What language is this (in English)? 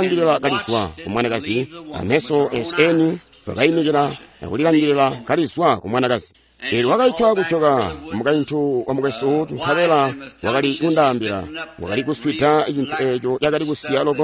Tonga (Zambia)